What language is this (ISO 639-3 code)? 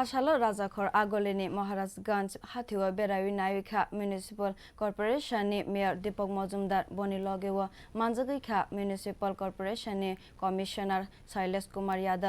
trp